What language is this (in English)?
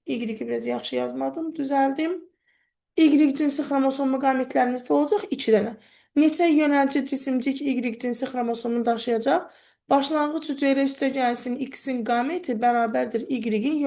Azerbaijani